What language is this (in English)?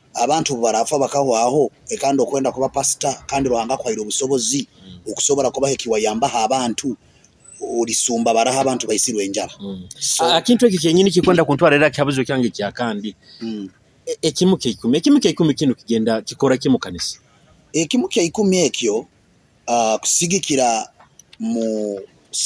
Nyoro